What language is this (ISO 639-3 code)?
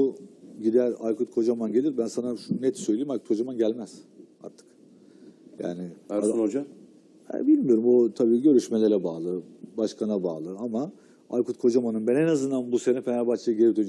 tur